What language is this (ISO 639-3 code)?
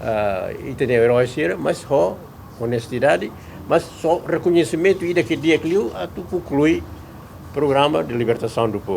tet